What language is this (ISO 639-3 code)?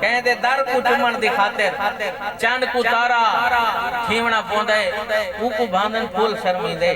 skr